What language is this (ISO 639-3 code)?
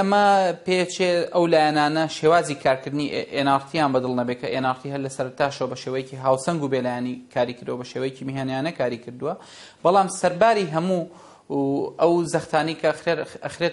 ckb